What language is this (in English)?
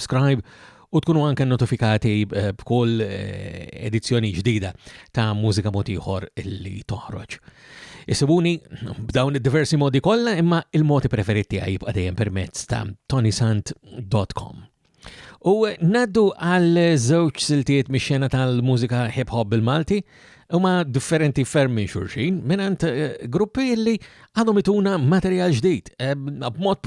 Maltese